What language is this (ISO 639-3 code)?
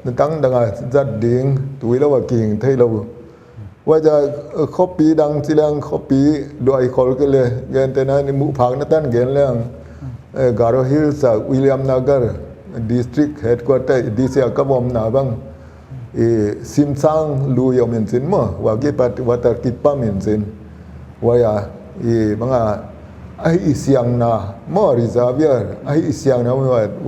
pck